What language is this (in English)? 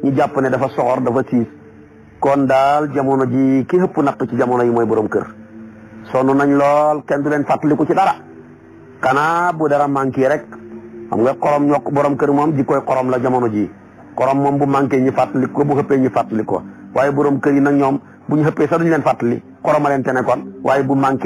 Wolof